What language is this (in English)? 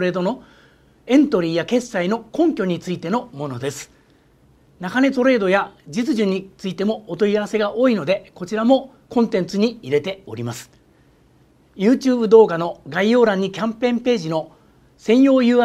Japanese